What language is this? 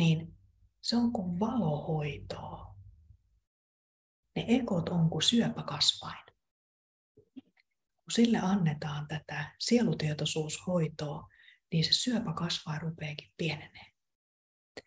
Finnish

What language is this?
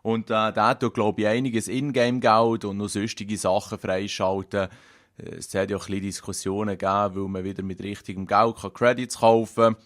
Swiss German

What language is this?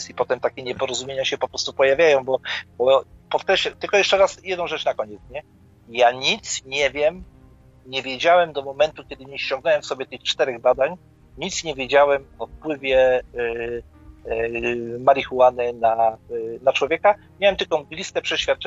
Polish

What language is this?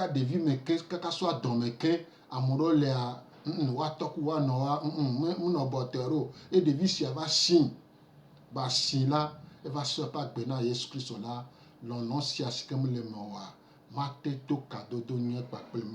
Gen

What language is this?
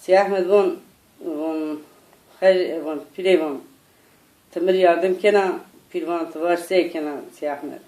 Zaza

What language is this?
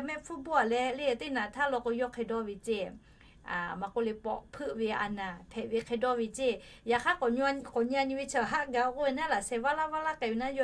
Lahu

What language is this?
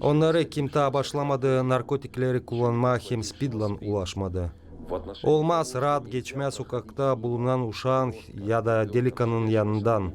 Gagauz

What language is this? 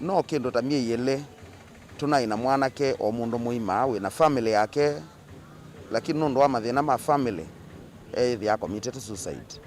Kamba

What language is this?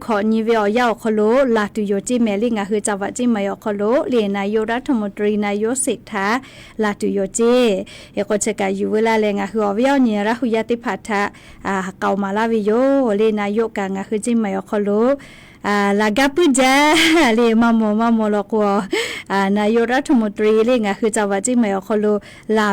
Lahu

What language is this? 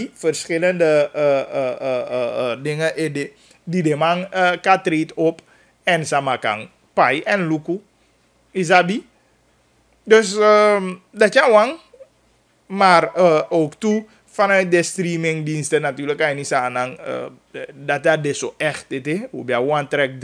Dutch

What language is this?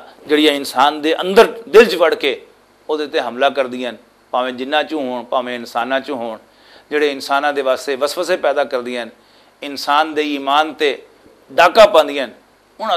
Western Panjabi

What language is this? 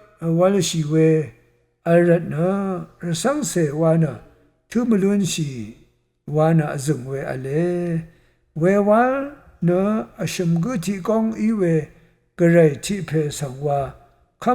Rawang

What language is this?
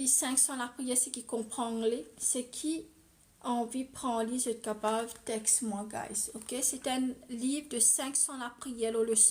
Morisyen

